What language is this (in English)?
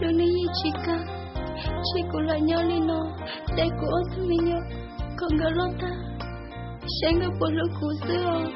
Hmong